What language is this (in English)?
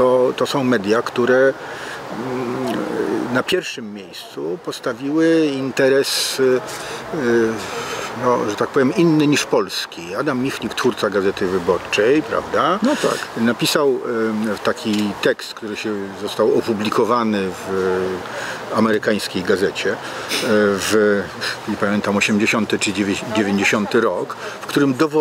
Polish